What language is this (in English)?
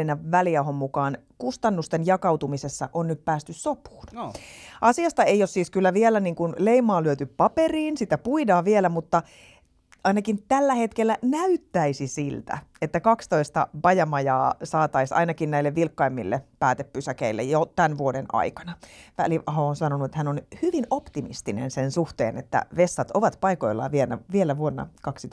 Finnish